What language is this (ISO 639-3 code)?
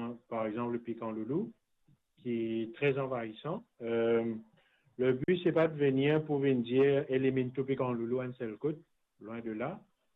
mfe